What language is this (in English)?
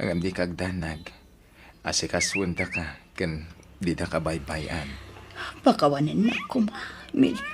Iloko